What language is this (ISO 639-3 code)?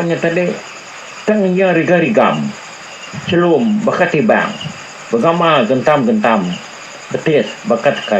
iba